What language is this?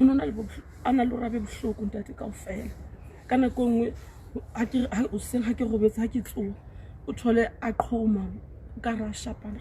Southern Sotho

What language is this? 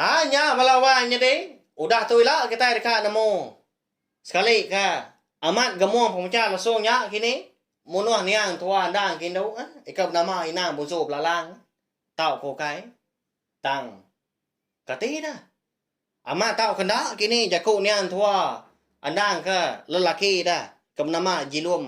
Iban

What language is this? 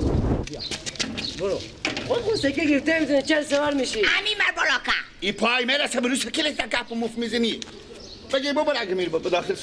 Persian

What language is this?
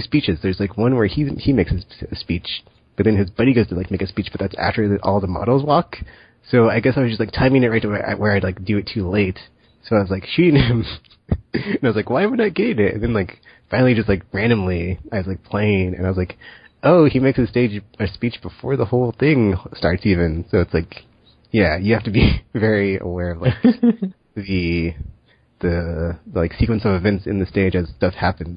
English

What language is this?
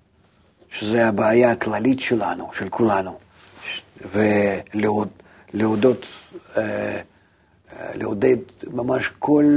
Hebrew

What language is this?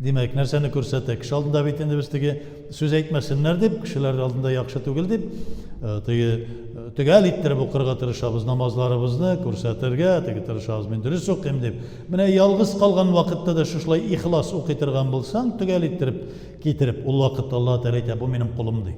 Tatar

